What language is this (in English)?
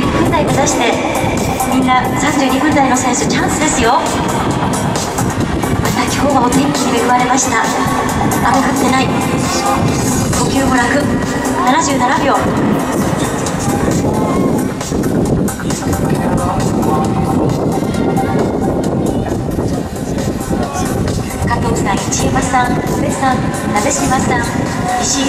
Japanese